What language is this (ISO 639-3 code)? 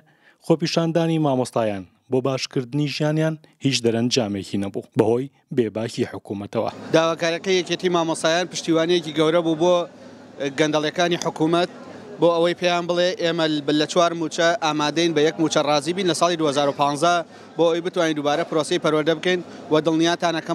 ckb